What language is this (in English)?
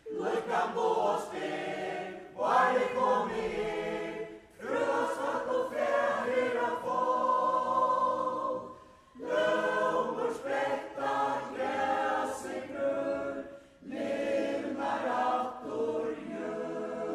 Faroese